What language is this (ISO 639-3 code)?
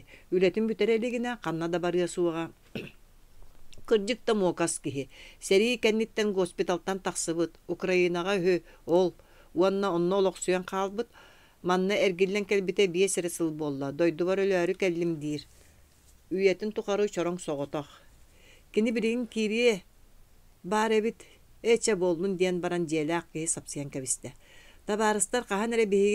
sah